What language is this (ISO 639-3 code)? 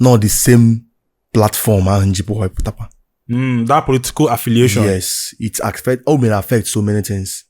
ibo